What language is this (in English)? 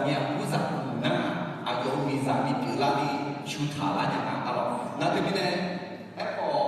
Akha